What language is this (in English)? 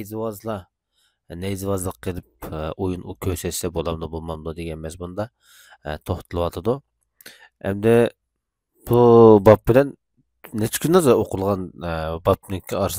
Uyghur